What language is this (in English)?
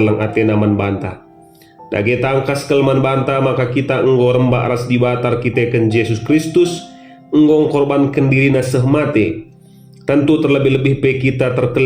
Batak Karo